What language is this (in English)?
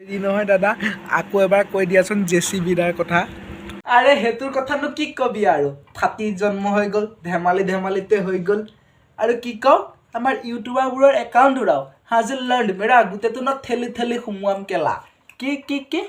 Assamese